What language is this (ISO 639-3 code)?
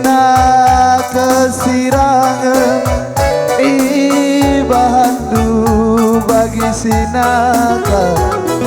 btx